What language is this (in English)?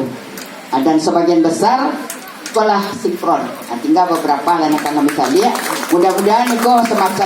Minangkabau